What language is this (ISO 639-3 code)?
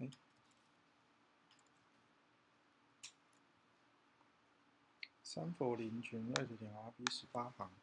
zho